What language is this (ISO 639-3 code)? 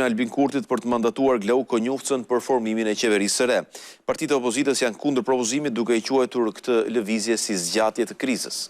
sqi